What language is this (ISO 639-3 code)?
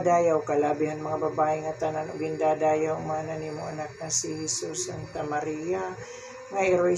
war